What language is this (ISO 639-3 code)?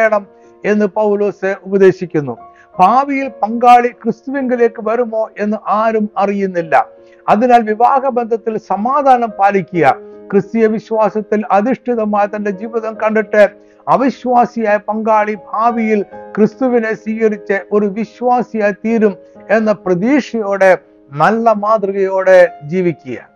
mal